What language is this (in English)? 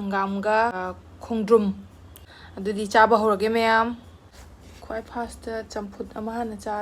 Manipuri